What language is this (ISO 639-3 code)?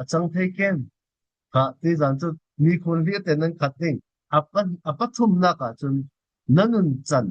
cfm